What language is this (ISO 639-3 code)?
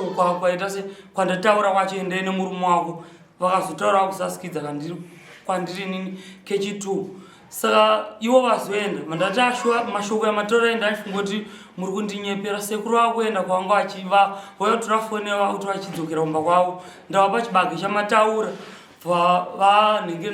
sna